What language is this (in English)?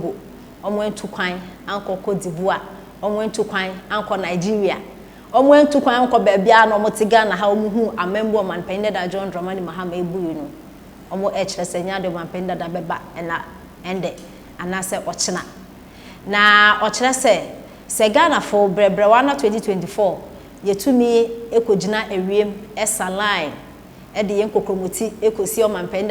Akan